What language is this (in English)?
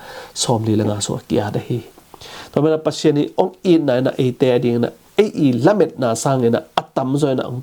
Tedim Chin